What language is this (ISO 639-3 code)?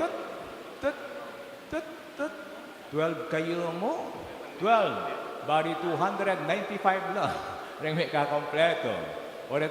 pam